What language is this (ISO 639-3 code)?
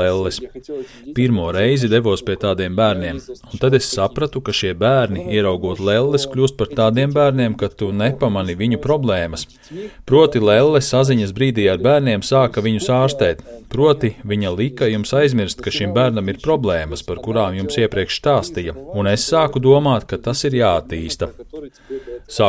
lav